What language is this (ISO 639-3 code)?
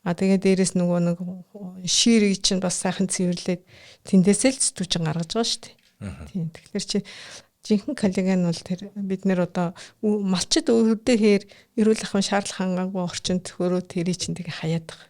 mon